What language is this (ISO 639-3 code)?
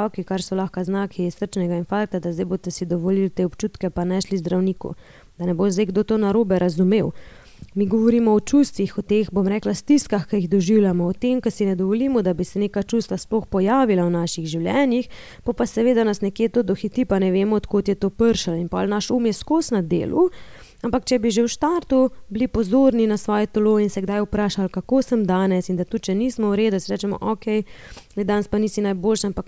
slv